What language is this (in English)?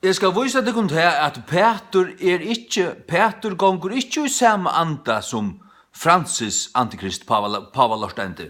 Faroese